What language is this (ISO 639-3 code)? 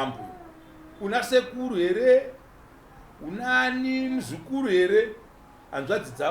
sna